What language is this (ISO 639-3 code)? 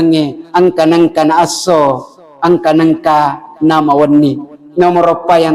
bug